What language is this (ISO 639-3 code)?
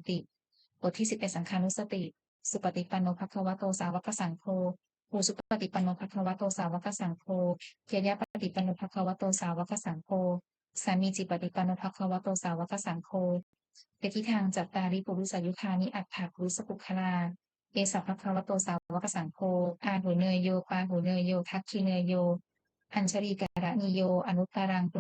pli